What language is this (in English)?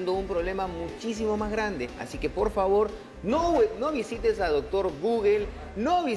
Spanish